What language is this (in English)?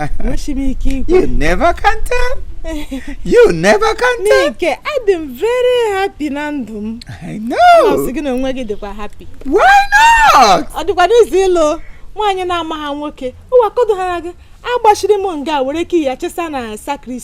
Igbo